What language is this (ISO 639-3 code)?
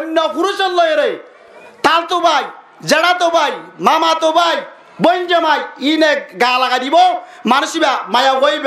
rhg